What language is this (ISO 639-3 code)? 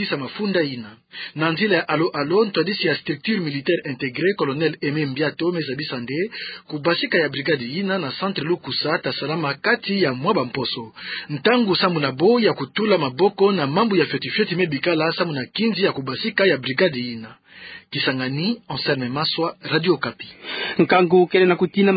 ktu